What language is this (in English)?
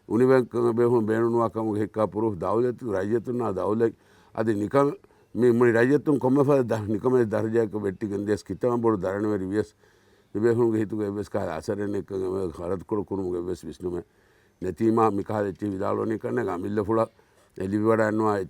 Divehi